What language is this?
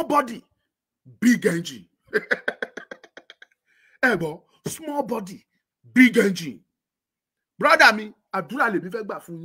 Yoruba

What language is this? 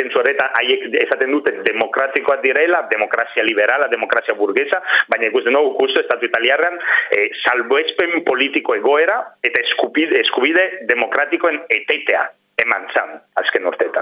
Basque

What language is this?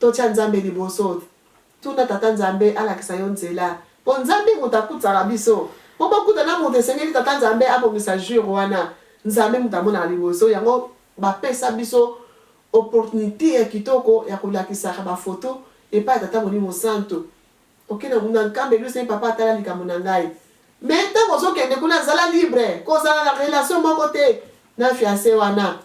Lingala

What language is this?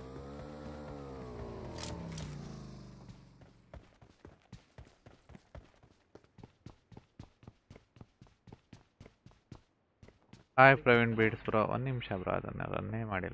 Kannada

